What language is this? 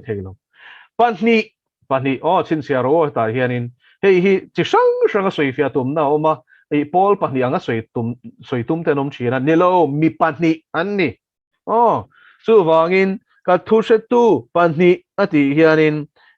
Mizo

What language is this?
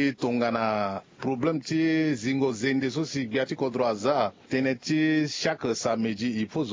Sango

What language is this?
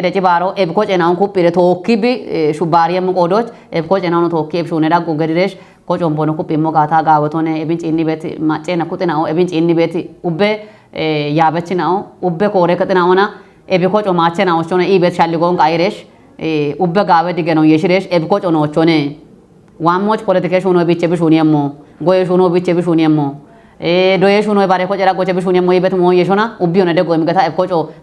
Kafa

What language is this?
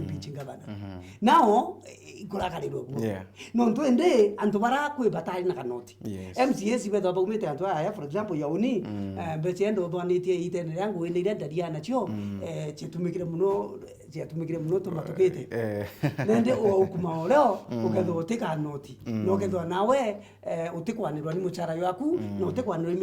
Meru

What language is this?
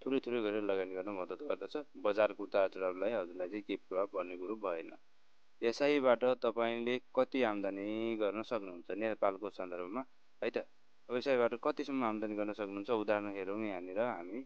Nepali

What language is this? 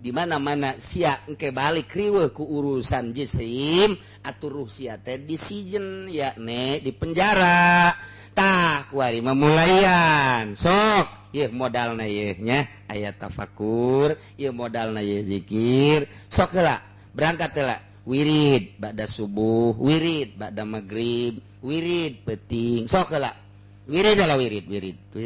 Sundanese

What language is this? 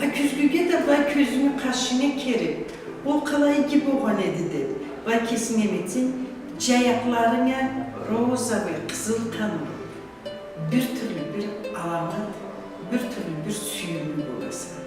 Karachay-Balkar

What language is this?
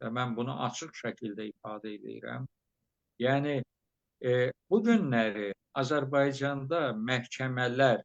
Azerbaijani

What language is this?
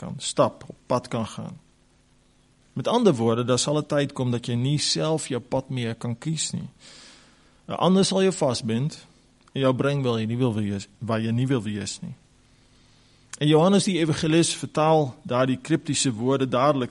Afrikaans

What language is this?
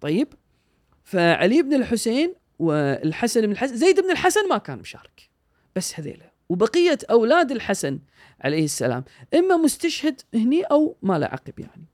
Gulf Arabic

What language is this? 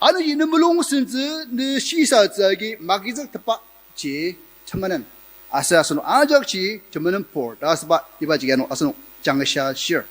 Ao Naga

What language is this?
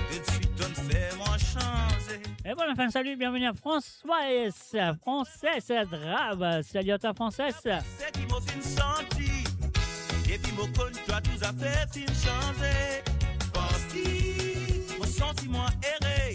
Morisyen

